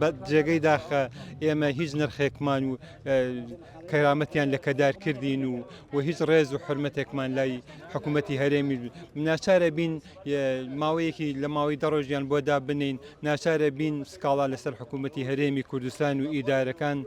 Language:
Central Kurdish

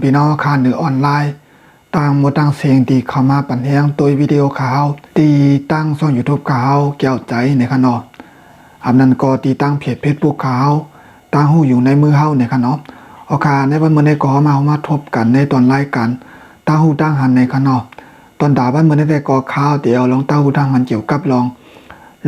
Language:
Shan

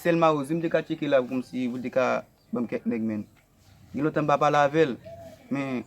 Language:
Haitian Creole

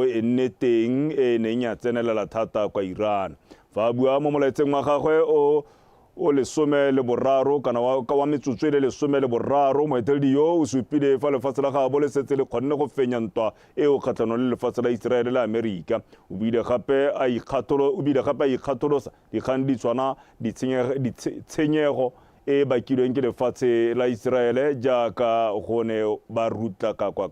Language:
Tswana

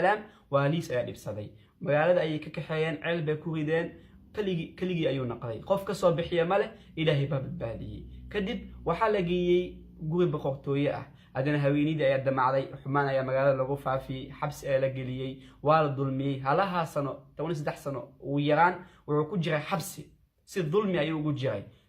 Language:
Somali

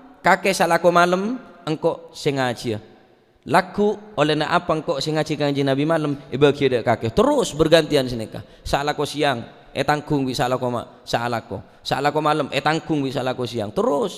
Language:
Madurese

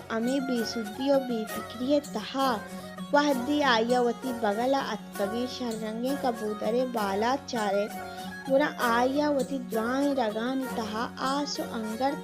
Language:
Baluchi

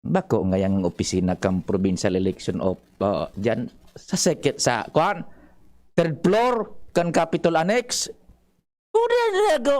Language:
Bikol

